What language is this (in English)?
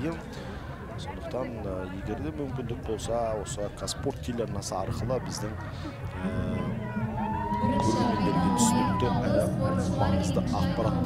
Kazakh